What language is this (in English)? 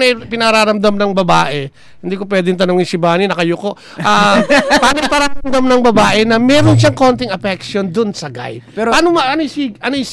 Filipino